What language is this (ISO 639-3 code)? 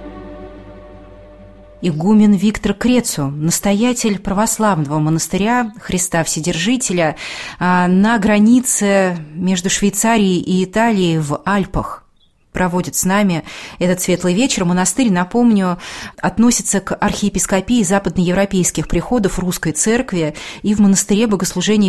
rus